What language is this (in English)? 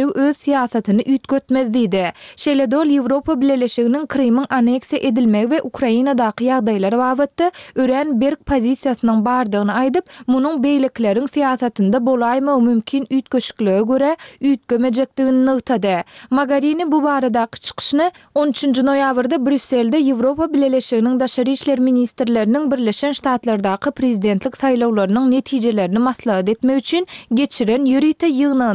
Turkmen